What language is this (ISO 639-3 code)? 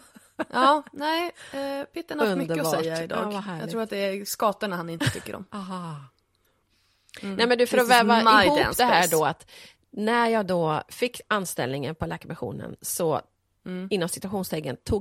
swe